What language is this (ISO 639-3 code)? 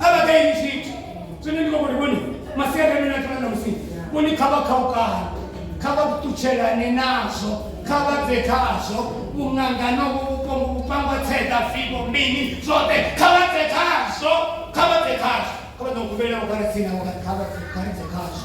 ven